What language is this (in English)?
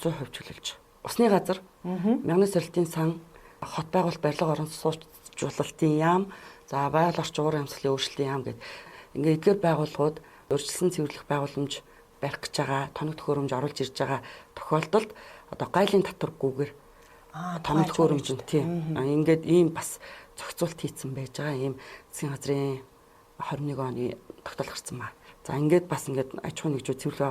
Mongolian